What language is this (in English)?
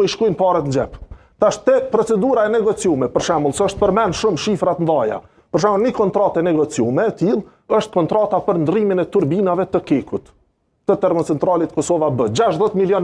Albanian